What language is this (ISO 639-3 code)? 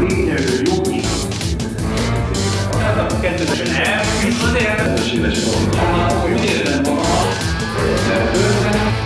hun